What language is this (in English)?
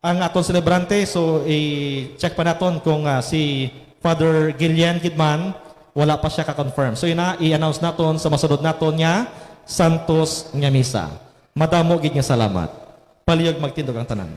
Hiligaynon